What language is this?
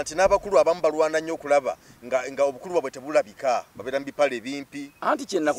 Ganda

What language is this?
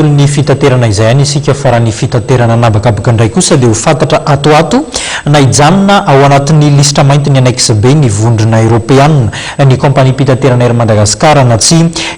Malagasy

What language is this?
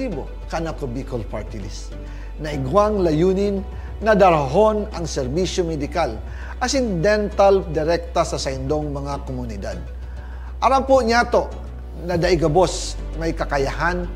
Bikol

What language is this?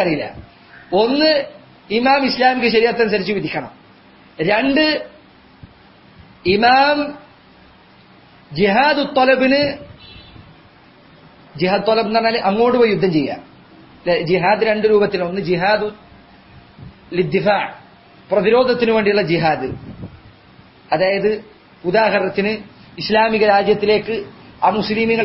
Malayalam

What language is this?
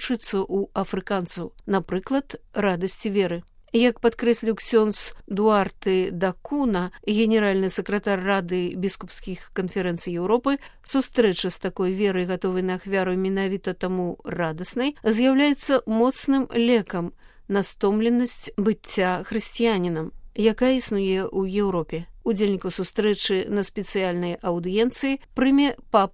Belarusian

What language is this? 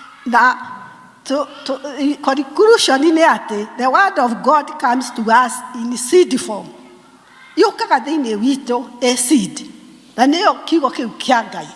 Kikuyu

